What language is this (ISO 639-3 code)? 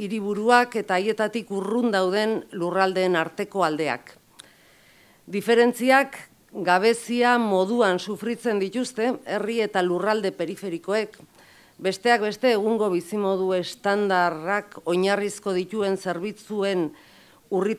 eus